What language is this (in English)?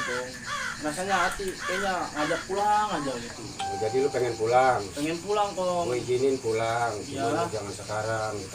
Betawi